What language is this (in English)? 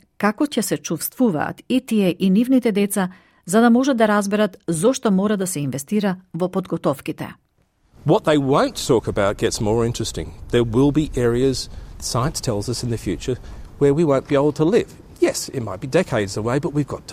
Macedonian